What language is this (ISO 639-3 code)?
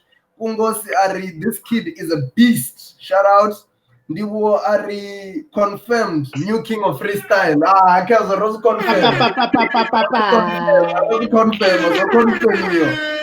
ven